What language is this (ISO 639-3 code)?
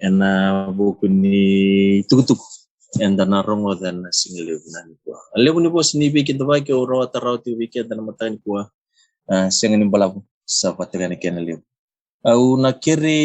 fij